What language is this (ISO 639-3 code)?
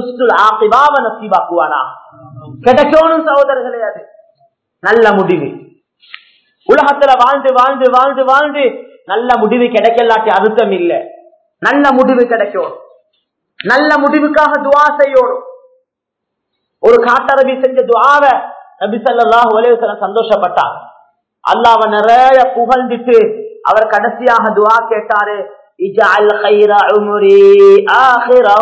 tam